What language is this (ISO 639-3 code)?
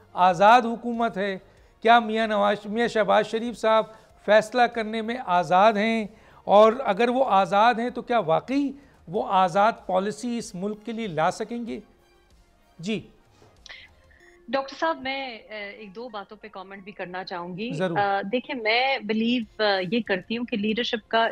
urd